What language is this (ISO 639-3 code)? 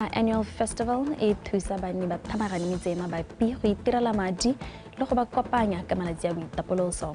tsn